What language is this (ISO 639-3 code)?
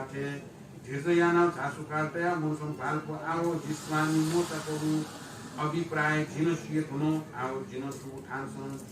new